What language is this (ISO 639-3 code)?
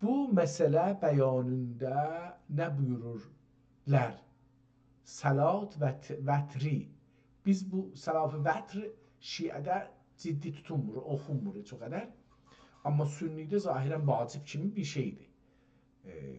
azb